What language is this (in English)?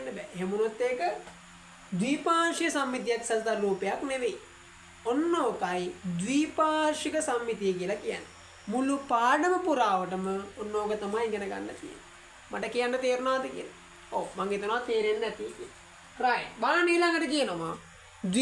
Sinhala